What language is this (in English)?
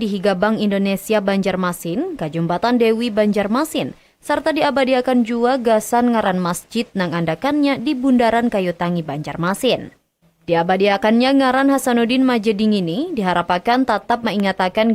Banjar